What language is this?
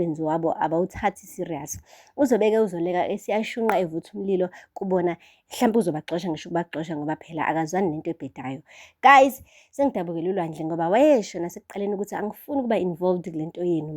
Zulu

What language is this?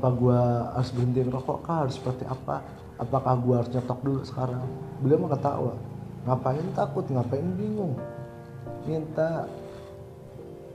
Indonesian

